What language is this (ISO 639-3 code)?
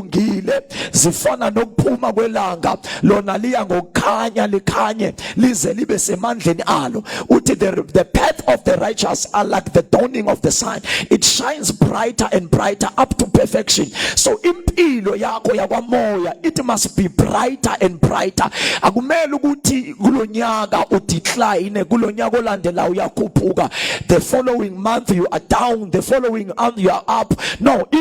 zul